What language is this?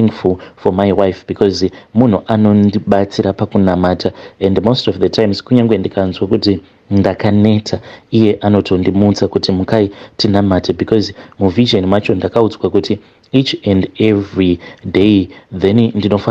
Shona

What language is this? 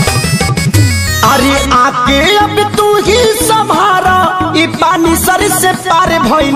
Bhojpuri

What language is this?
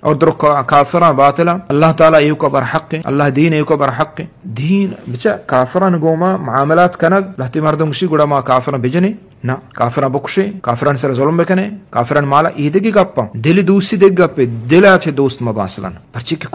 Eastern Balochi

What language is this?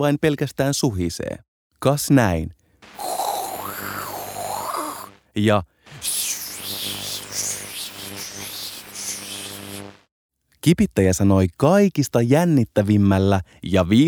Finnish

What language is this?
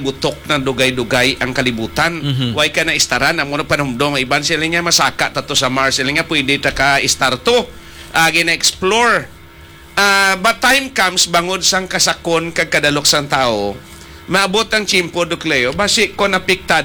Hiligaynon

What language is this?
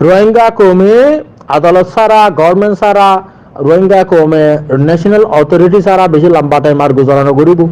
Rohingya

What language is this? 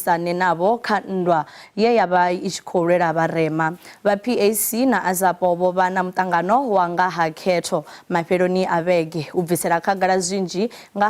Venda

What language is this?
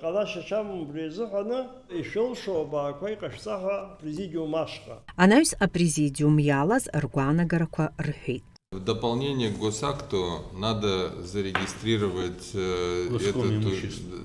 Abkhazian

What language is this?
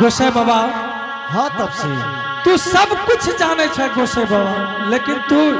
Angika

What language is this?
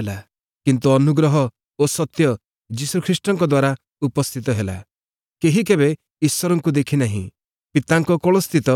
Odia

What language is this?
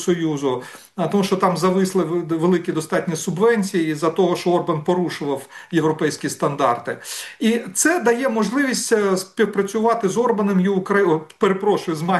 Ukrainian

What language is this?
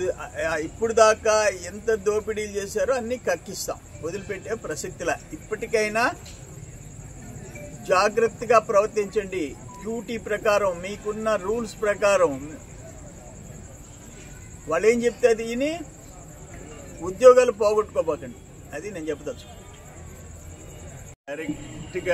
Telugu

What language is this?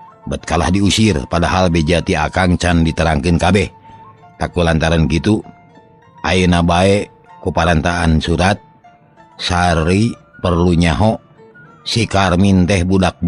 Sundanese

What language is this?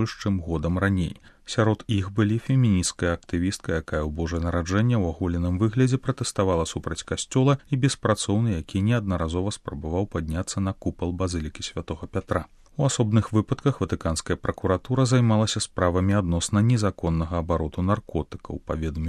Belarusian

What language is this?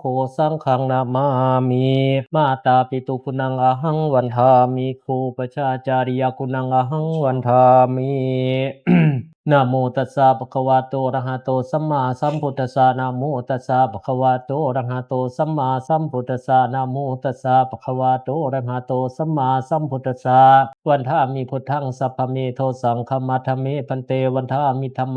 Pali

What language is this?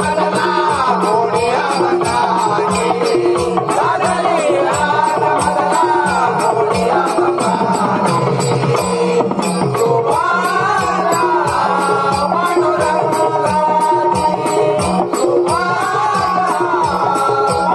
Marathi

